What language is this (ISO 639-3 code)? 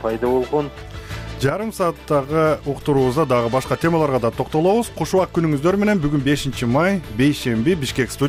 kir